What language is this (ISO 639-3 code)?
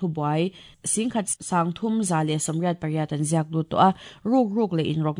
lus